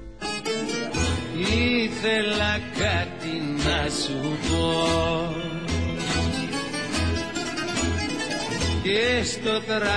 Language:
Greek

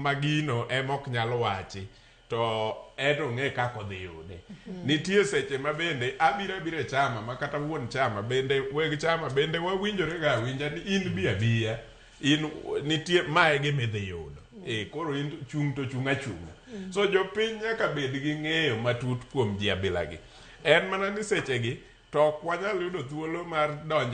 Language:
Luo (Kenya and Tanzania)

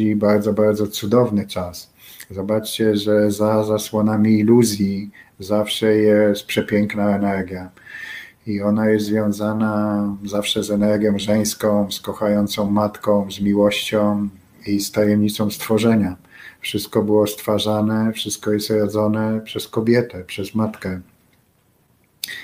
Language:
Polish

